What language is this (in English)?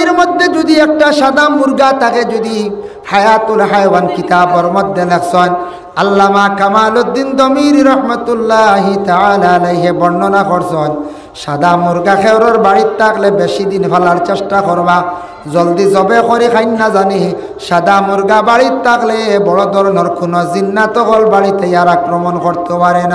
Sylheti